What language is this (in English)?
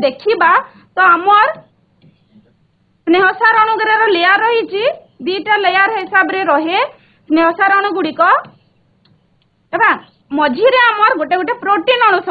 Odia